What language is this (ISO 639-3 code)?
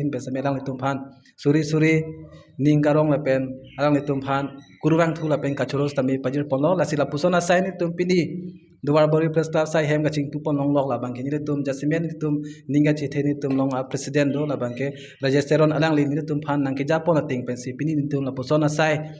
mjw